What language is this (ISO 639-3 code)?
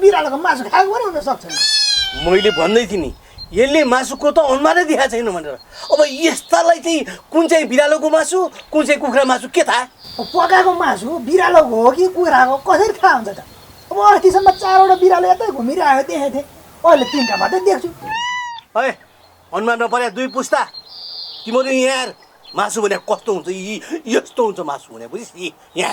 nep